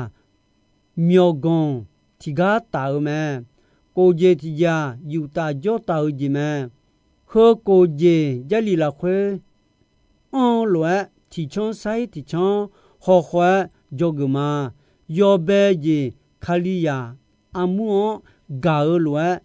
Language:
Akha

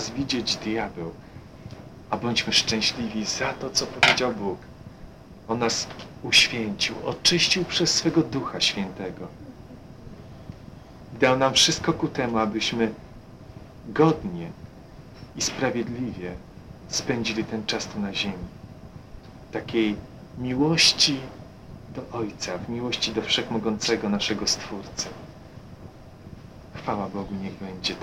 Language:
Polish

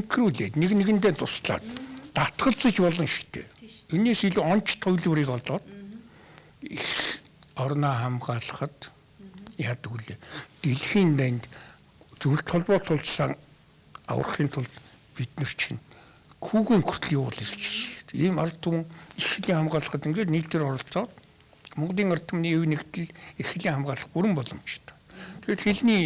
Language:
Mongolian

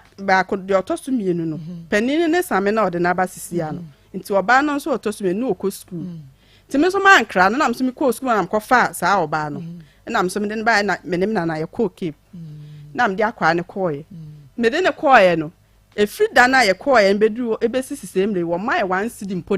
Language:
Akan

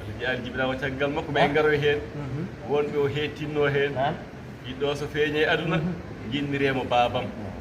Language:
Fula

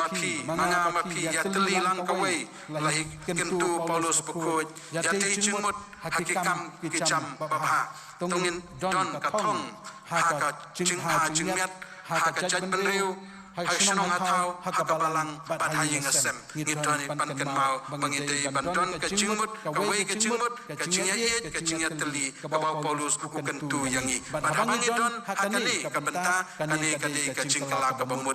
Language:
Khasi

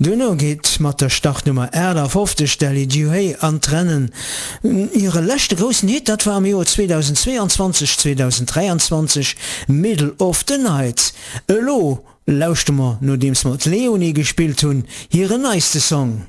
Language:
Luxembourgish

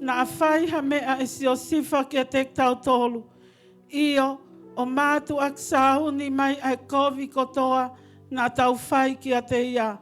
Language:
Tongan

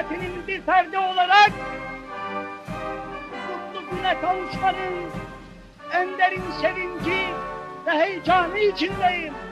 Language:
Turkish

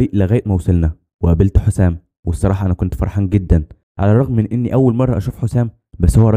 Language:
Egyptian Arabic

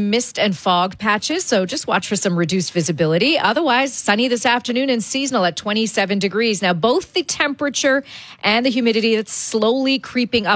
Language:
English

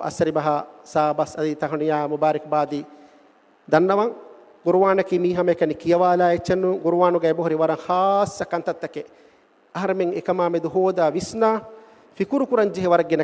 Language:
Divehi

